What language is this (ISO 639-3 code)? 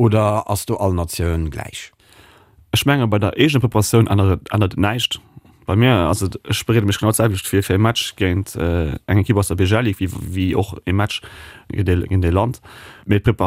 ltz